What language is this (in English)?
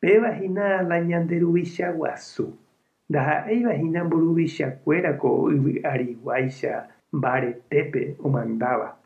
Guarani